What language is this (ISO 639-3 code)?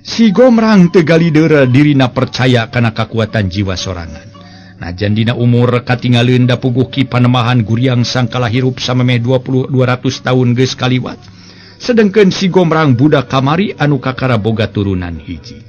sun